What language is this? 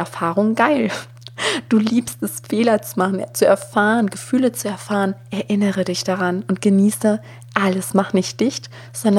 German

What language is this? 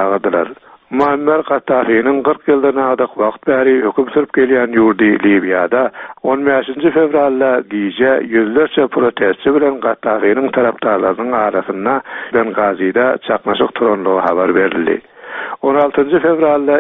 Turkmen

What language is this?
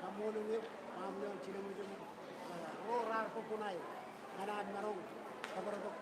Marshallese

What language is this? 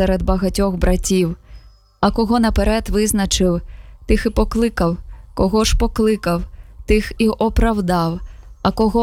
Ukrainian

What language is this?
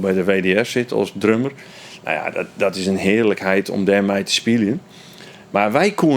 Western Frisian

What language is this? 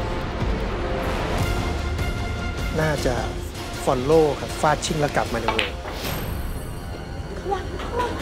Thai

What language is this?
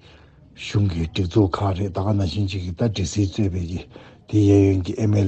Tibetan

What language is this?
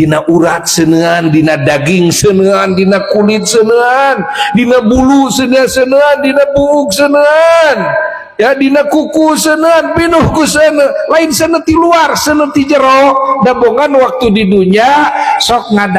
Sundanese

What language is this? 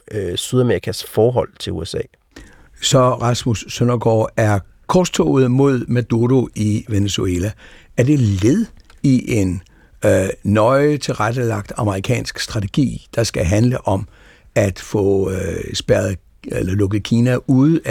Danish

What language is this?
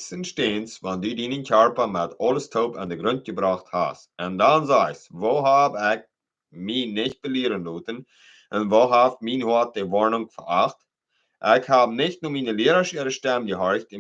Plautdietsch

